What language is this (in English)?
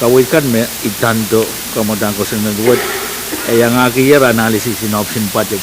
Pohnpeian